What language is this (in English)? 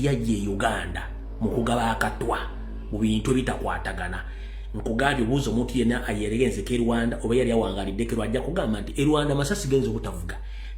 Ganda